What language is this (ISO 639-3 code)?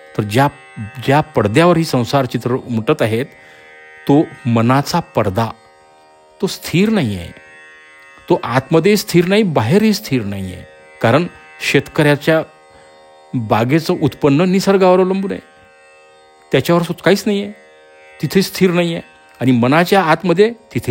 mar